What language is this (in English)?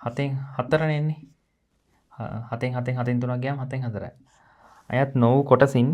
Sinhala